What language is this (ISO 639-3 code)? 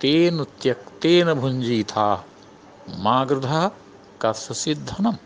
san